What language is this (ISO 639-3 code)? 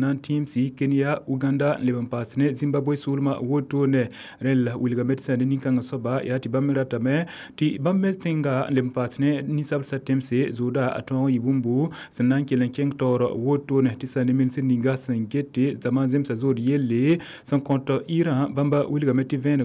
mos